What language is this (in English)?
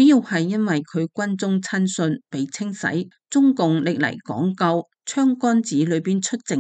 Cantonese